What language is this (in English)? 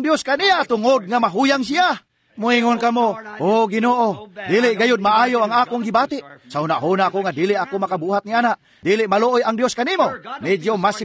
Cebuano